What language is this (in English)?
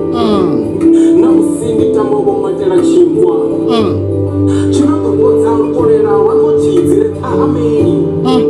Venda